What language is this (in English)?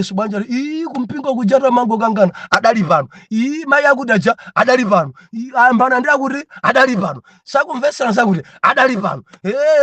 Nyanja